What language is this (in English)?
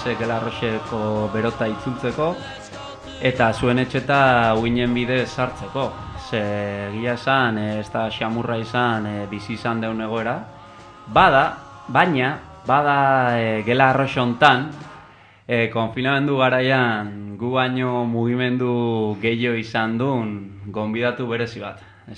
Basque